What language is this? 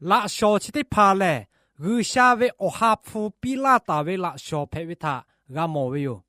Lahu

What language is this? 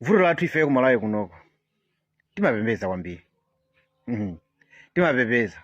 Nyanja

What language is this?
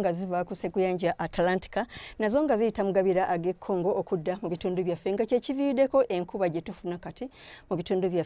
Ganda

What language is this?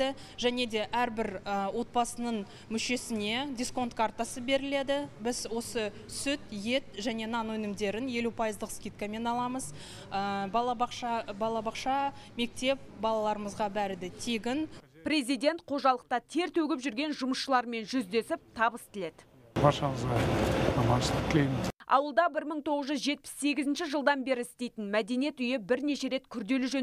Kazakh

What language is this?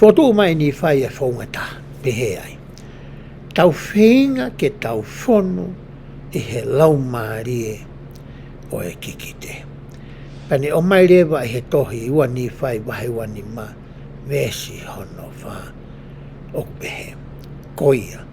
Tongan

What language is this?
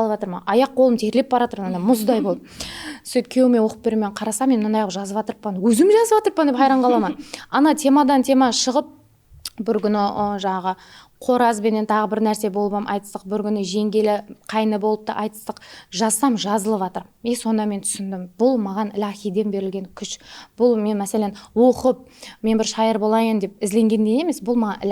Kara-Kalpak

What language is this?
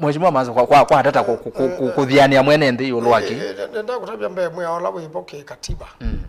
Kamba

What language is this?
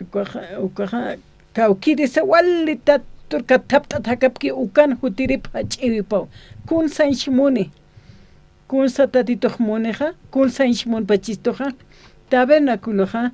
Aymara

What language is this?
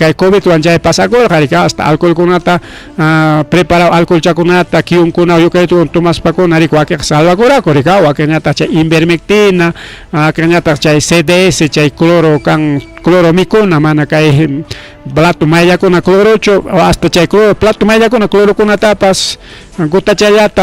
Ayacucho Quechua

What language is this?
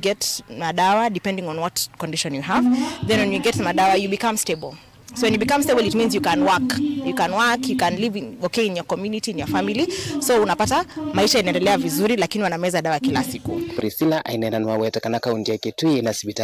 Kamba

